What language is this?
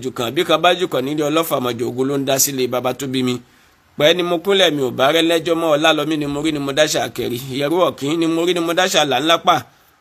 Yoruba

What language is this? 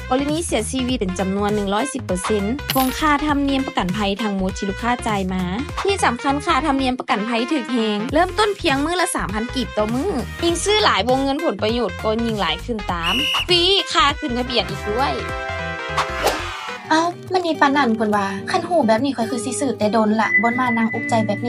Lao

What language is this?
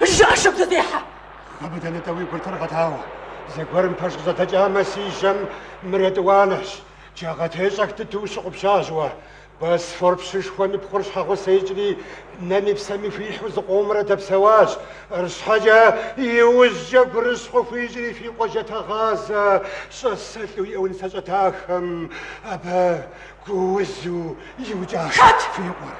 Kabardian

